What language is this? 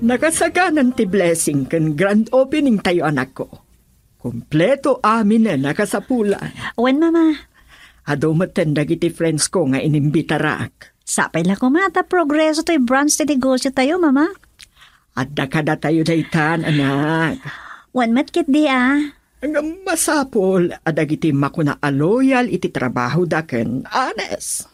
Iloko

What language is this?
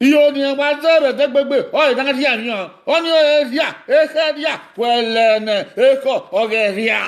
Bini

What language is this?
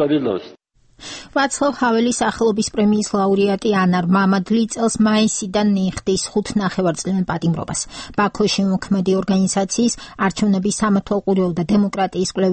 Georgian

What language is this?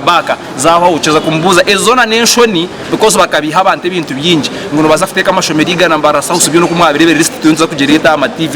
Nyankole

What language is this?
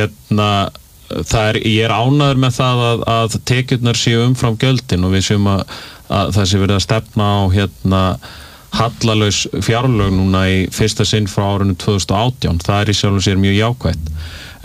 Icelandic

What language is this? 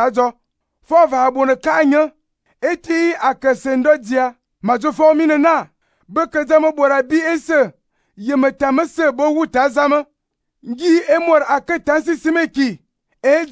Fang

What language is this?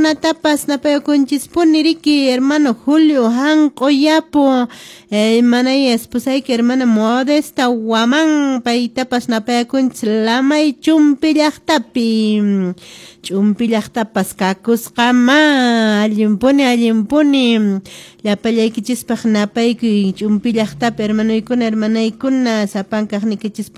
Quechua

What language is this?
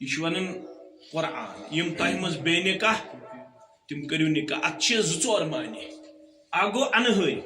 Kashmiri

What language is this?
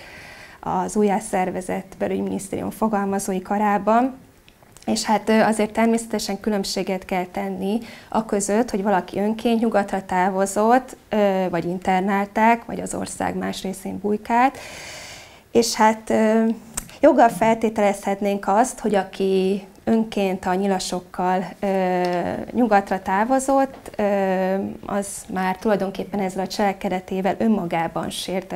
Hungarian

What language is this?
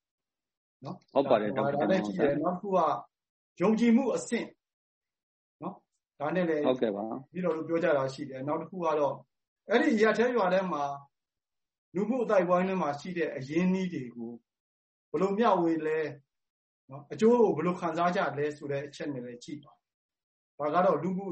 Burmese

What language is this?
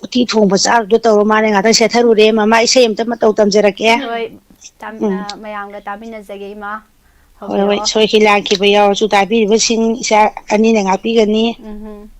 Manipuri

